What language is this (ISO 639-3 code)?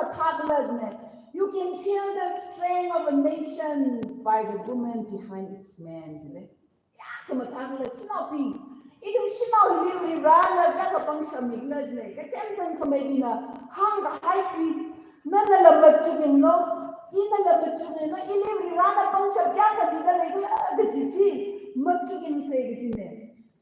nmf